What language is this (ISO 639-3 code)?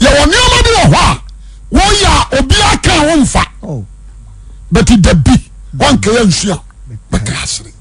aka